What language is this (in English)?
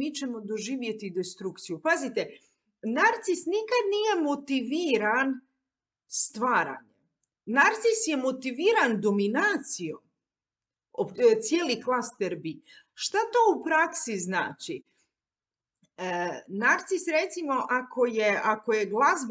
Croatian